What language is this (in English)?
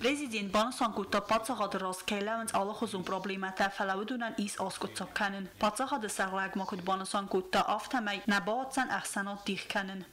Ossetic